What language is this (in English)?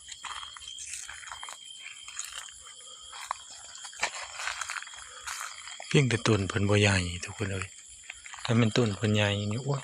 Northeastern Thai